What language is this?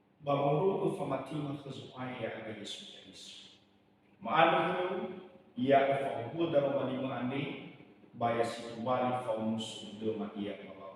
Nias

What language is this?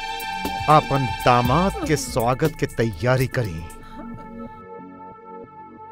Bhojpuri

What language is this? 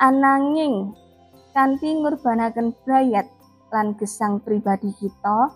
Javanese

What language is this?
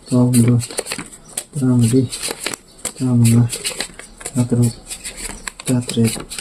Manipuri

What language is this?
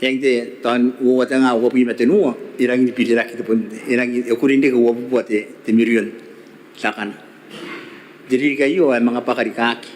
Gilbertese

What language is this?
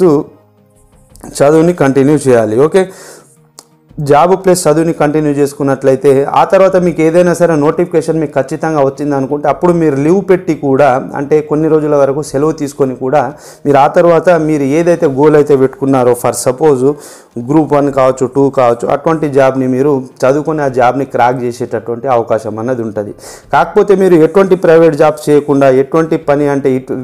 Telugu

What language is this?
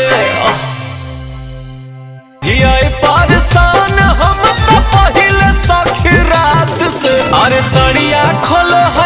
Bhojpuri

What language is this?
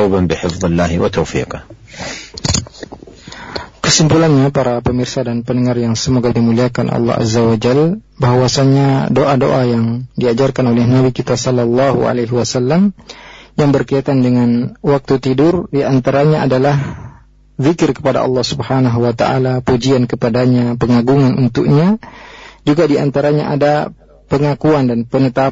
Indonesian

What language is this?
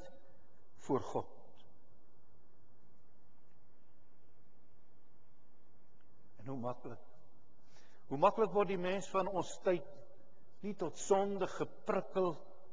Afrikaans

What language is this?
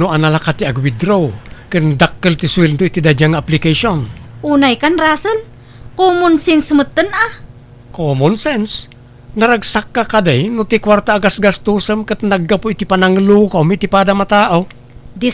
Iloko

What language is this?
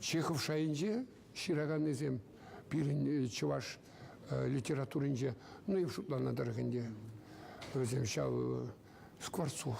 Chuvash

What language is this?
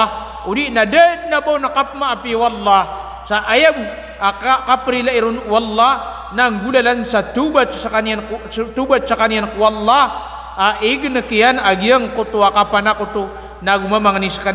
Maranao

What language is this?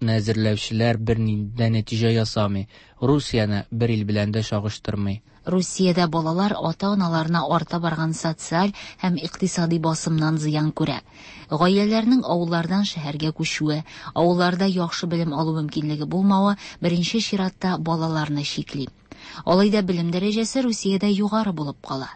Tatar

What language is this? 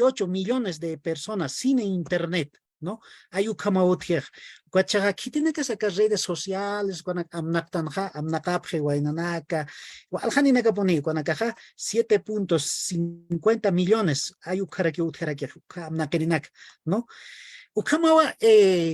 Aymara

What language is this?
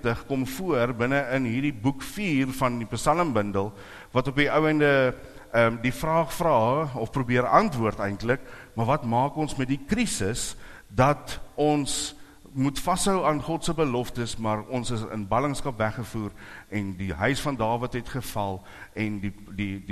Afrikaans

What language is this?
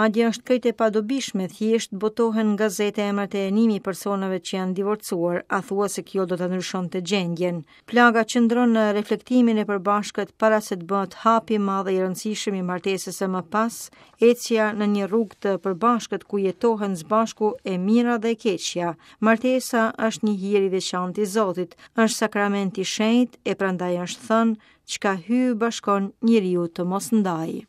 Albanian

